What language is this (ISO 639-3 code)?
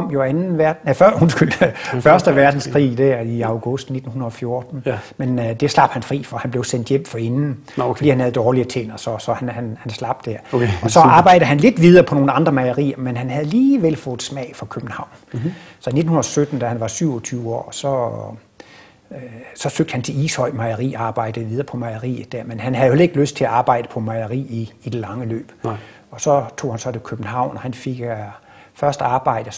dan